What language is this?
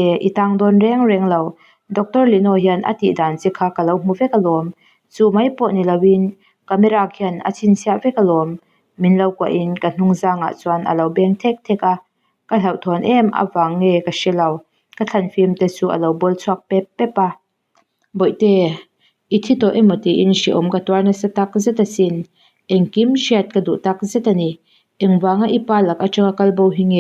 Mizo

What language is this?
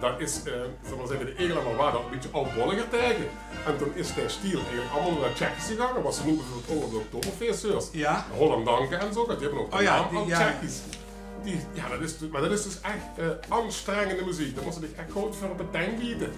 Limburgish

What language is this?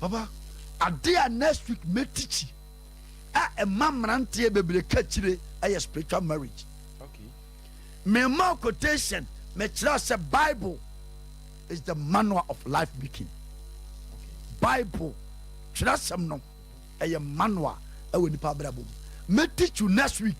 Akan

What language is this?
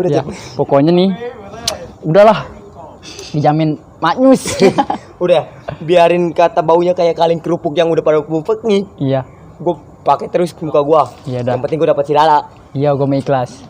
Betawi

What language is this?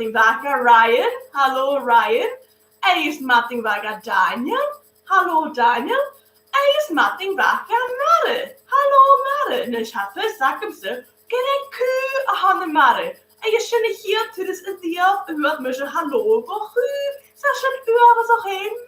Scottish Gaelic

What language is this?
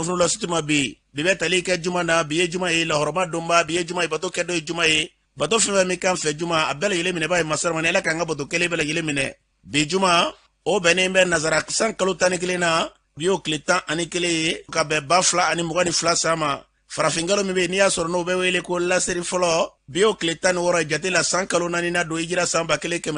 Bambara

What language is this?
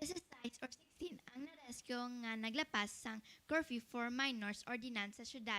Hiligaynon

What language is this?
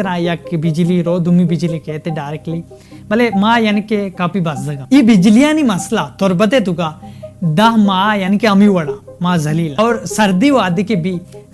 Baluchi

